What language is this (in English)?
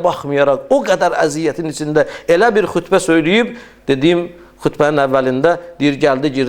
Azerbaijani